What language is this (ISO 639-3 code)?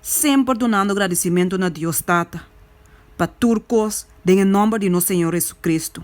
pap